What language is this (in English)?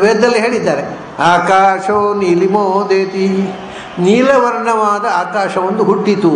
Kannada